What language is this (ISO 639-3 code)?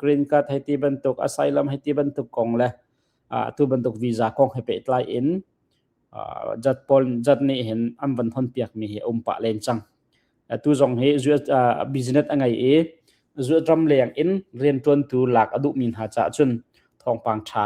cnh